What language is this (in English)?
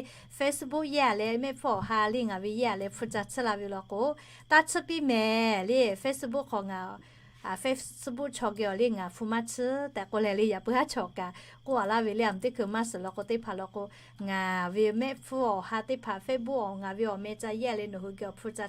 Lahu